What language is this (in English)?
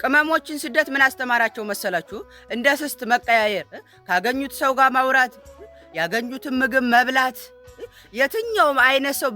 Amharic